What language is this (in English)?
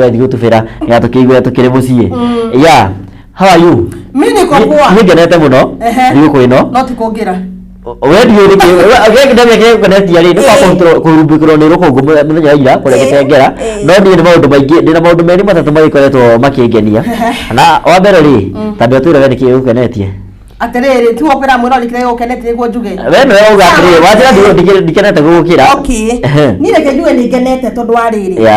Kikuyu